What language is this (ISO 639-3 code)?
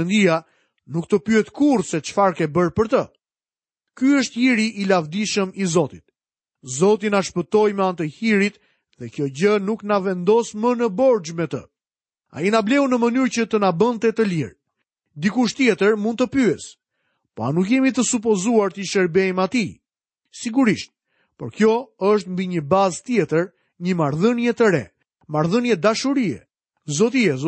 sqi